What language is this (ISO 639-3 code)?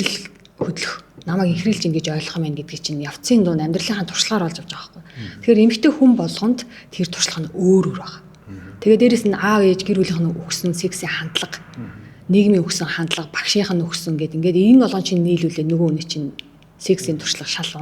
mon